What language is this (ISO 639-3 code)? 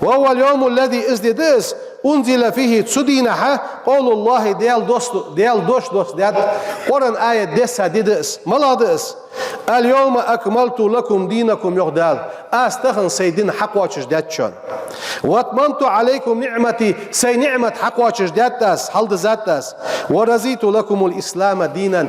inh